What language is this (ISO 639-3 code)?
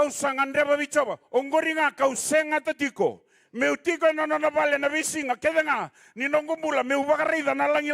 fij